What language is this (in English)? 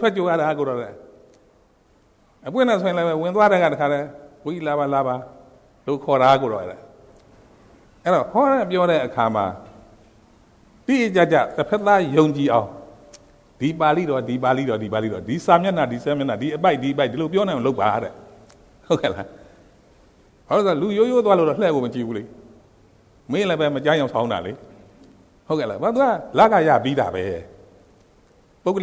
Burmese